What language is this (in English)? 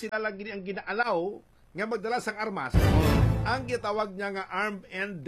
Hiligaynon